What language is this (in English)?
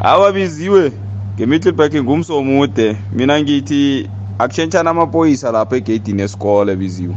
South Ndebele